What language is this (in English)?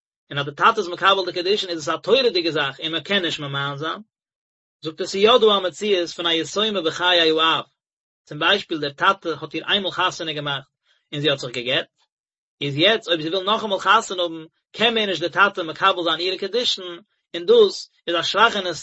Yiddish